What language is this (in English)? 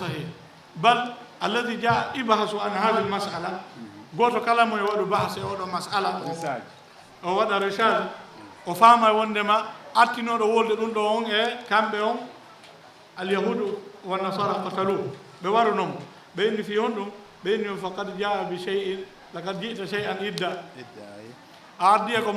Fula